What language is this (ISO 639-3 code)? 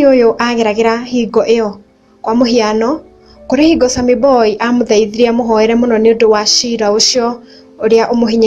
kik